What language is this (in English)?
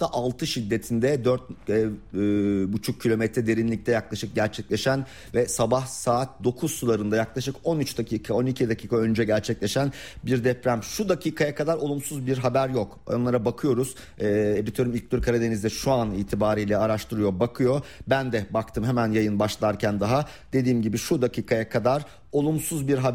Turkish